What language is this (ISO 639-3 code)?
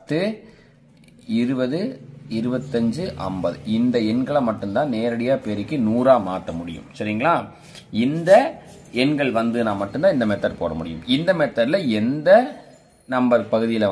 tam